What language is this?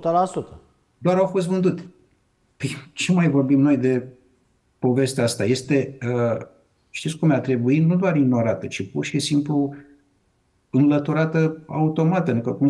Romanian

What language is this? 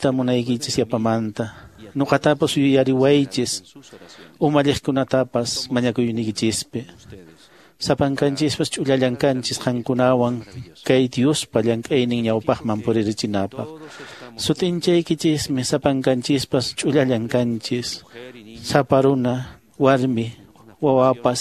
Quechua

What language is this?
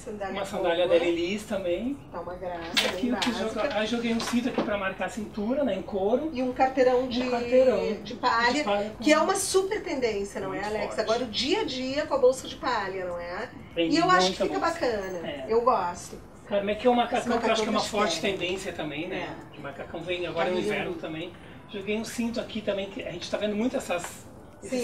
Portuguese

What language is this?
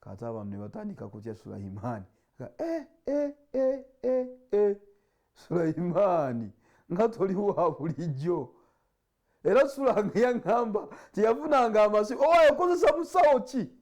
Ganda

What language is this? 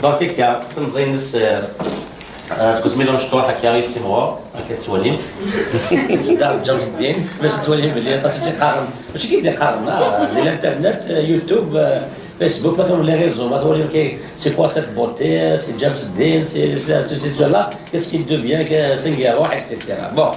Kabyle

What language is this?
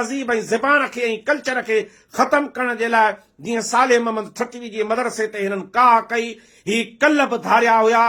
Sindhi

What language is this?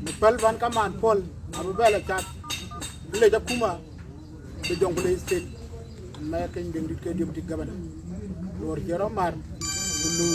Dinka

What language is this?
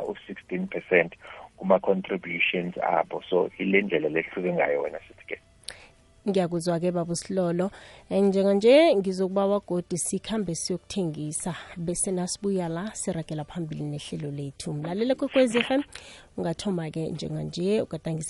South Ndebele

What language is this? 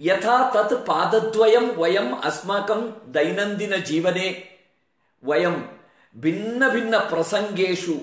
Sanskrit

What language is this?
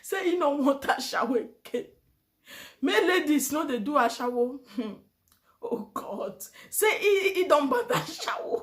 Nigerian Pidgin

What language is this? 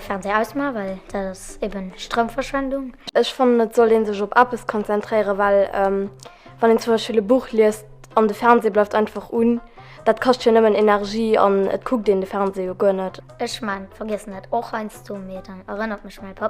Luxembourgish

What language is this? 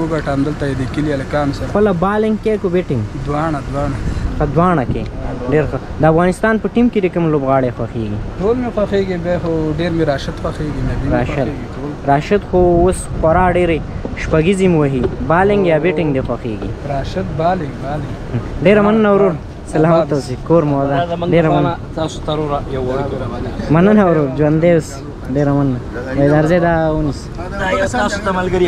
Pashto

